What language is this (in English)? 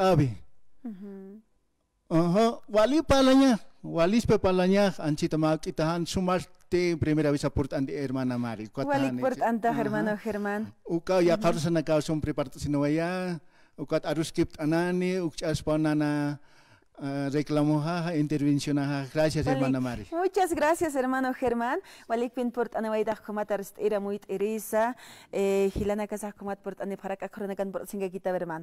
Aymara